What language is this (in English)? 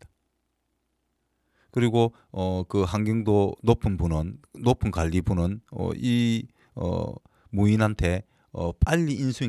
Korean